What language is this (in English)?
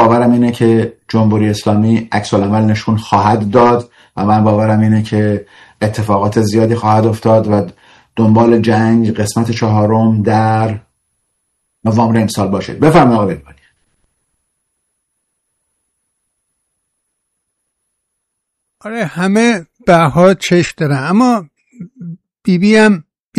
Persian